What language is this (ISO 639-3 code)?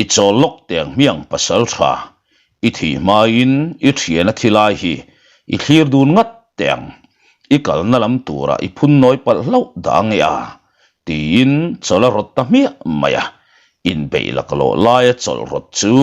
lus